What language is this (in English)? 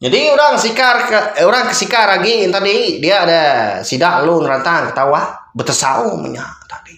Iban